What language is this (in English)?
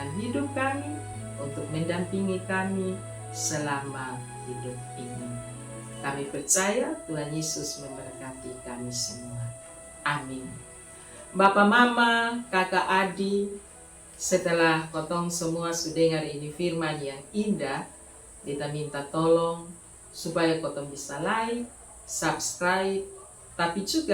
Kupang Malay